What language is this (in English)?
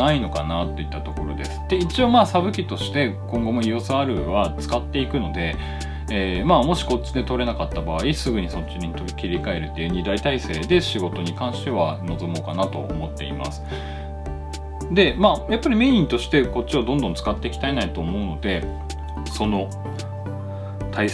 Japanese